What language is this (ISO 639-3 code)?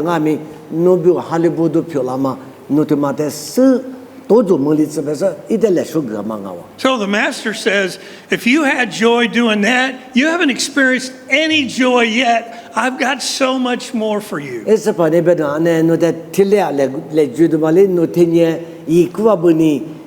lis